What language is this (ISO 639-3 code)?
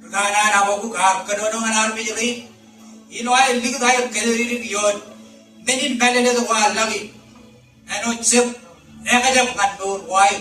mah